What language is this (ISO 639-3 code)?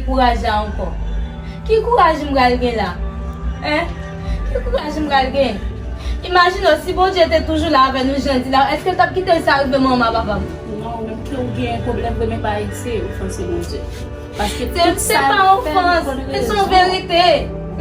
hat